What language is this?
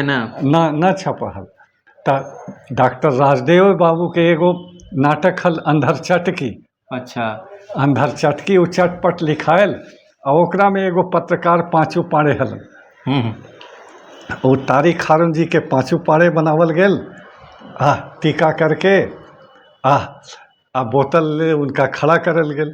Magahi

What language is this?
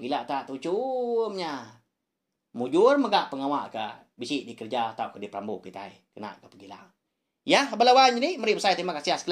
Iban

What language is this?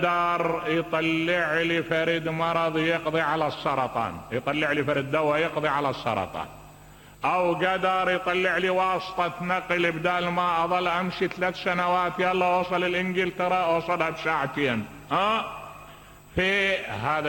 Mesopotamian Arabic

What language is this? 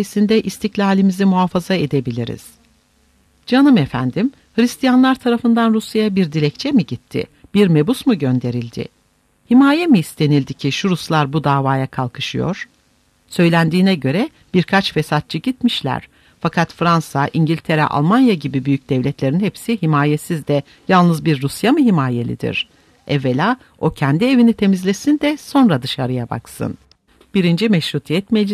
Turkish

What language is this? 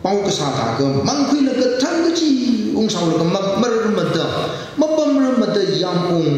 Tangkhul Naga (India)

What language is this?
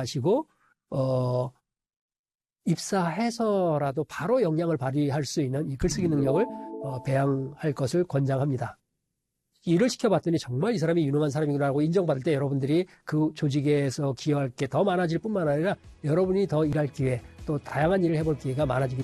Korean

